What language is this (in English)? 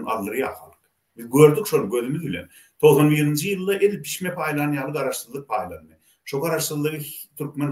Turkmen